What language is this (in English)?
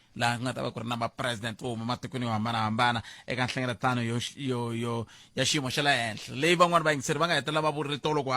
Tsonga